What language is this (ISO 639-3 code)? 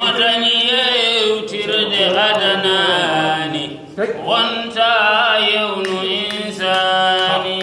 ful